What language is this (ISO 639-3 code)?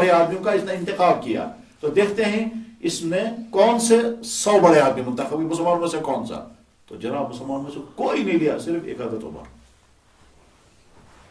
urd